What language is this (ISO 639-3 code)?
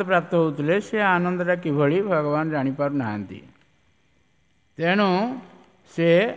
ori